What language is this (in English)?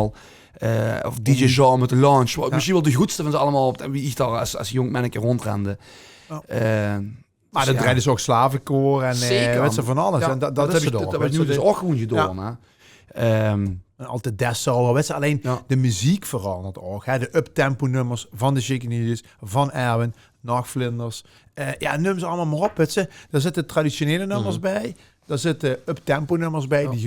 Limburgish